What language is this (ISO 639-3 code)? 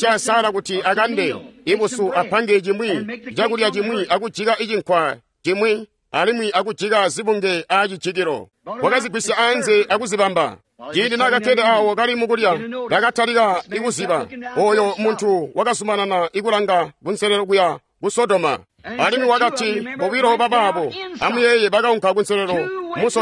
toi